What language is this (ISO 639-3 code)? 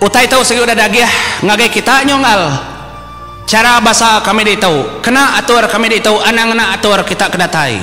iba